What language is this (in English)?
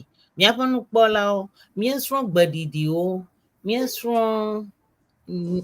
Ewe